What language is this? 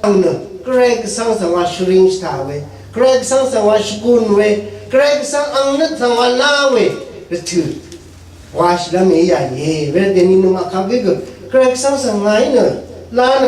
Rawang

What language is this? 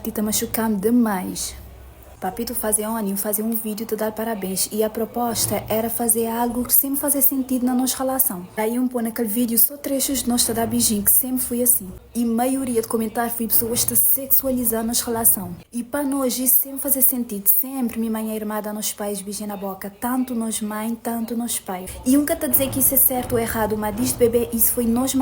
Kabuverdianu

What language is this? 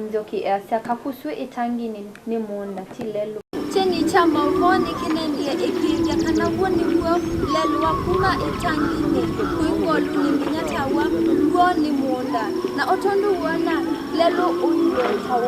Kamba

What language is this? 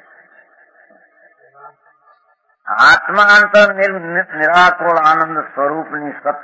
Gujarati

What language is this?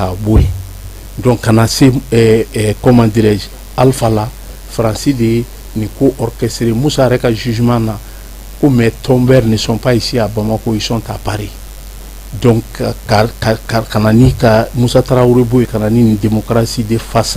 Bambara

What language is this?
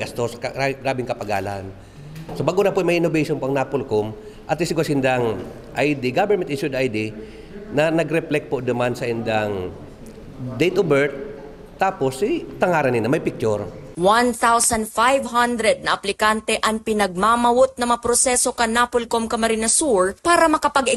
Bikol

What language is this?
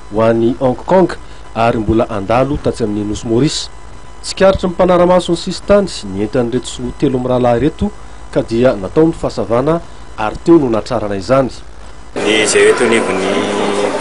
Malagasy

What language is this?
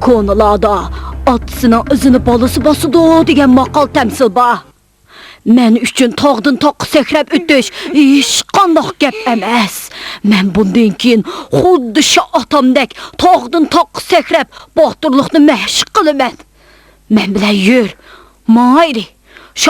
Uyghur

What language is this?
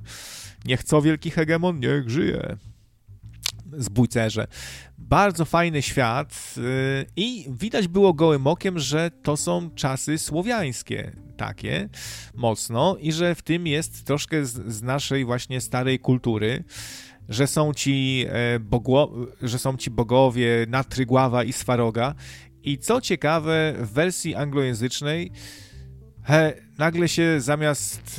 Polish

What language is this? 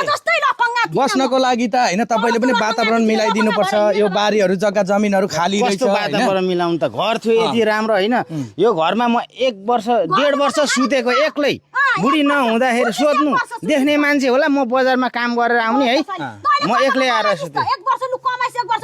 Nepali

